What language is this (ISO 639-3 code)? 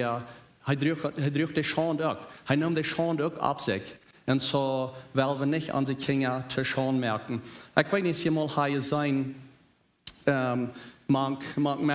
pdt